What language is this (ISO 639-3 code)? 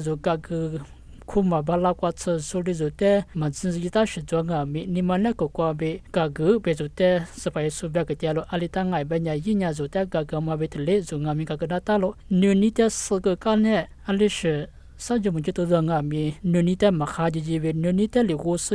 lis